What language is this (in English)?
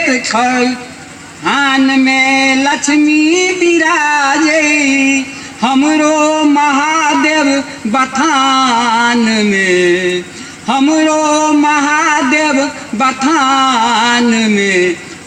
Maithili